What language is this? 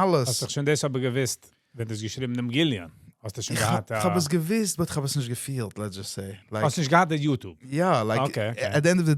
Yiddish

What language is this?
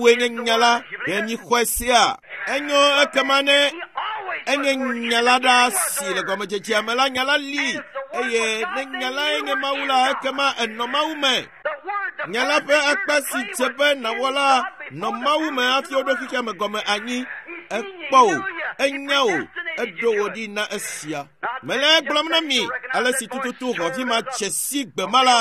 Ewe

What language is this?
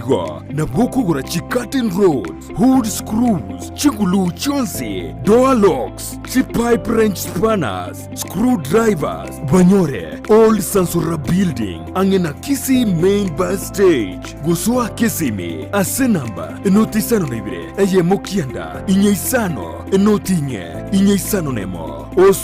Gusii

